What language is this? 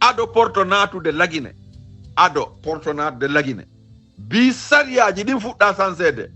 Fula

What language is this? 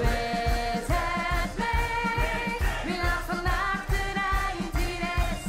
Limburgish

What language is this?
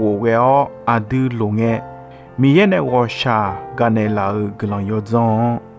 Akha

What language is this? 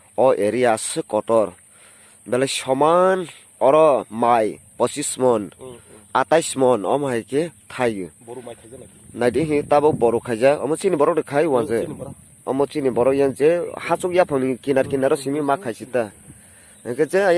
Riang (India)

